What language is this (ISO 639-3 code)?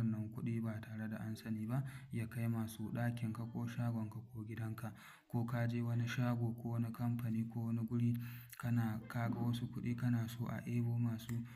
hau